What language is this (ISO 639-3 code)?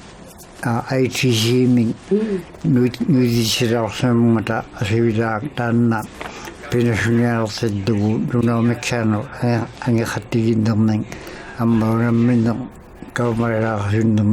iku